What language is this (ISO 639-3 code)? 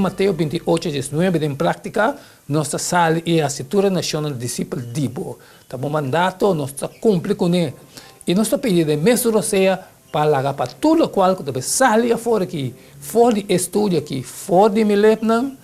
pap